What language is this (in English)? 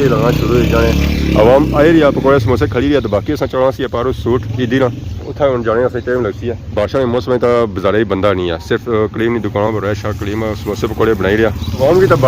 Pahari-Potwari